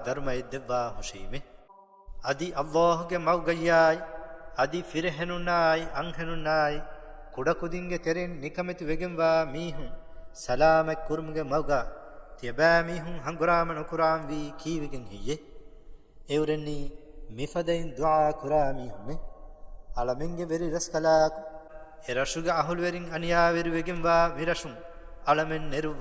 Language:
Divehi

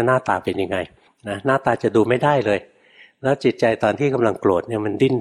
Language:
Thai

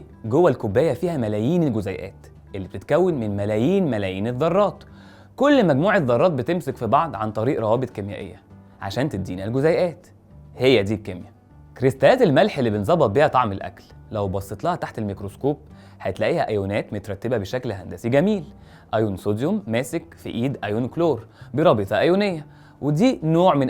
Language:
Egyptian Arabic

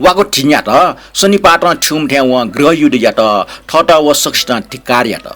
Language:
Newari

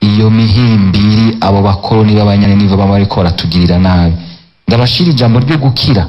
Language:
Rundi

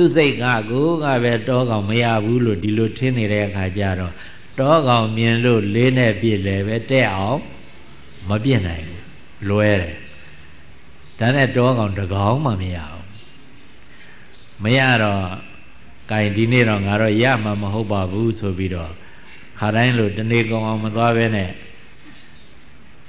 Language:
Burmese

